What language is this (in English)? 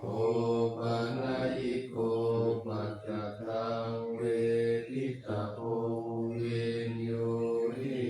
Pali